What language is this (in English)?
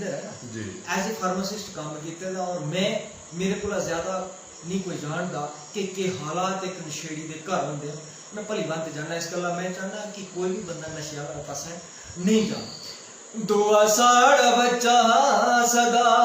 Dogri